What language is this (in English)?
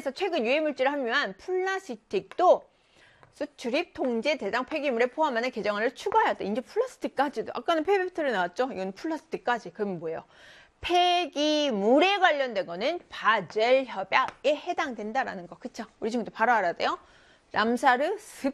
Korean